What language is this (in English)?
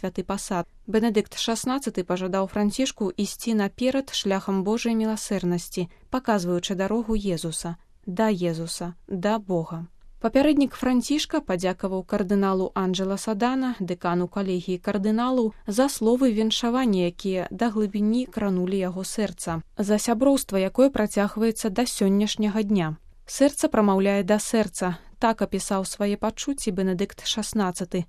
Belarusian